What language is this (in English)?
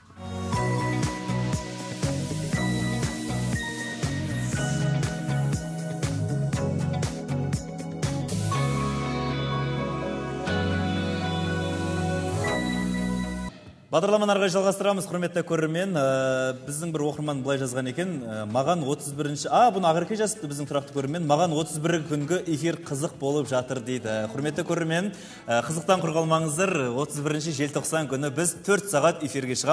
Kazakh